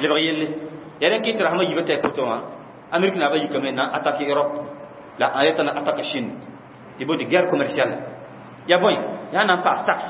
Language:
Mossi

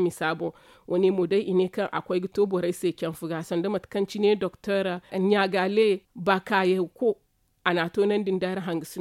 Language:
Zarma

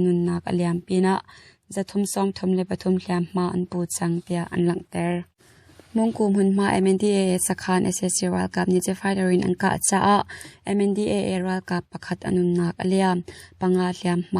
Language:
Hakha Chin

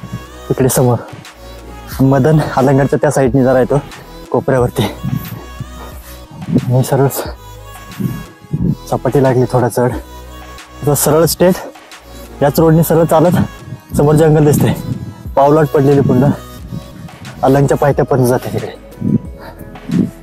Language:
Marathi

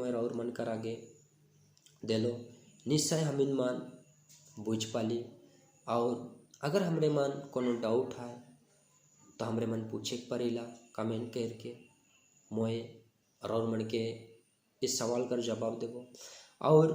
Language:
Sadri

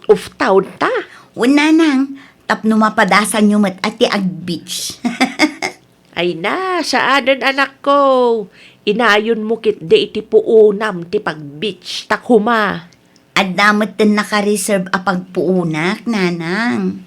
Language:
Iloko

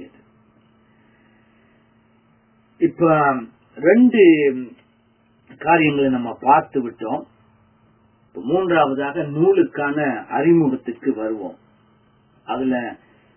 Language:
Tamil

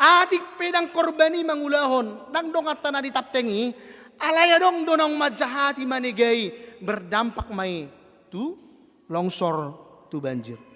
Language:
Batak Toba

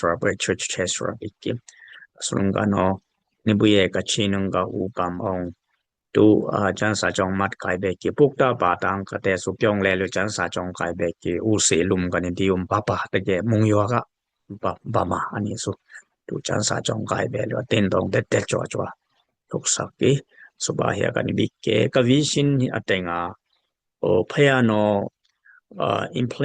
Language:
Dimasa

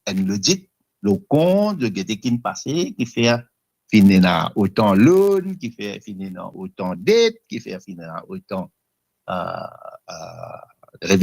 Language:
Morisyen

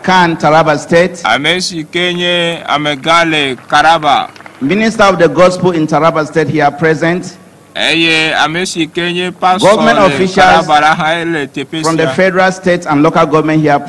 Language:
Ewe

